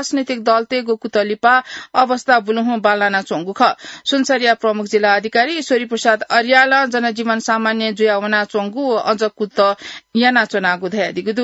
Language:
Newari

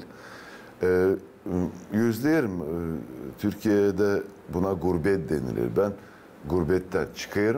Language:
Gagauz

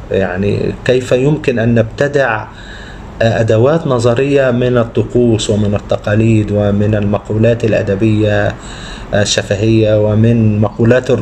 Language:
Arabic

